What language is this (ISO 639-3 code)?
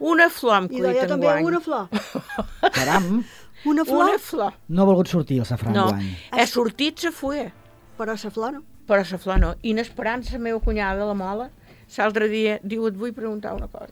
cat